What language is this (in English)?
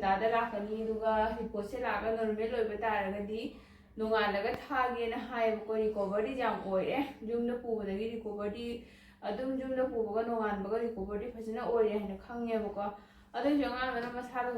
Manipuri